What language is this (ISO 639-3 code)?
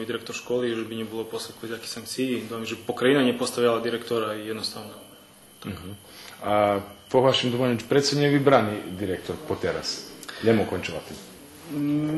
rue